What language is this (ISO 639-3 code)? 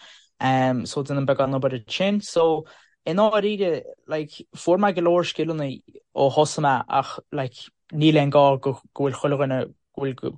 gle